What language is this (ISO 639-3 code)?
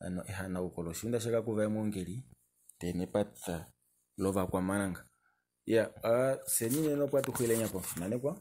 kua